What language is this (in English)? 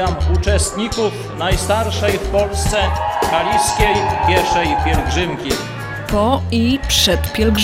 Polish